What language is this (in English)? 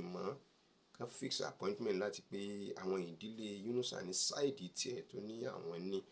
Yoruba